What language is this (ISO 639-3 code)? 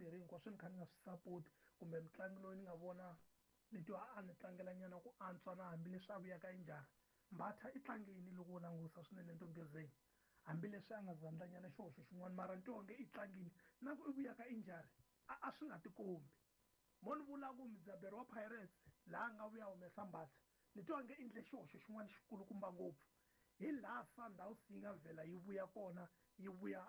tso